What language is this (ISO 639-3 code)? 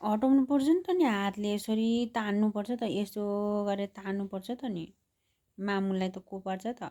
nep